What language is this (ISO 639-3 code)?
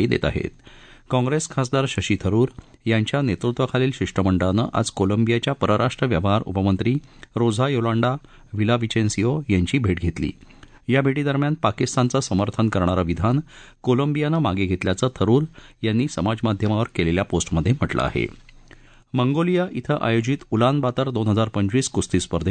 mar